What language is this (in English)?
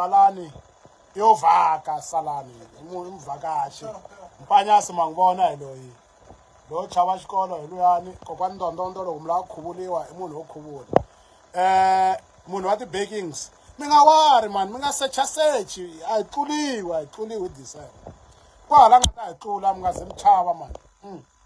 Tsonga